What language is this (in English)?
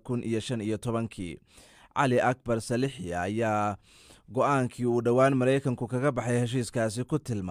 Somali